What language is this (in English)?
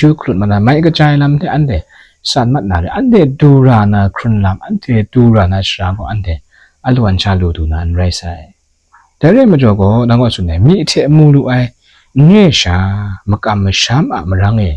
Kachin